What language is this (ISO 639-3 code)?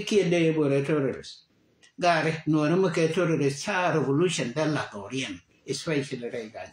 nus